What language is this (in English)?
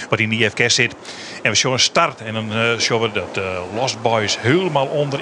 Western Frisian